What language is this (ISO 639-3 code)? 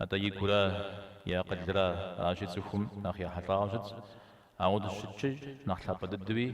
kbd